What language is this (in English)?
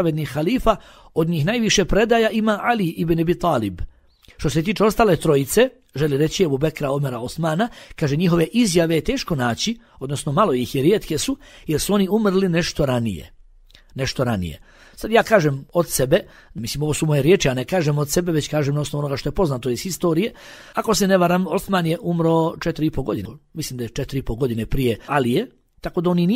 Bosnian